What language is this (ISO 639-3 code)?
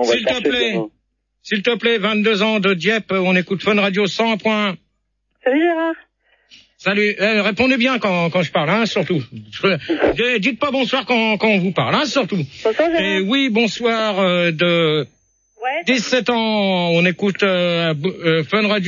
fra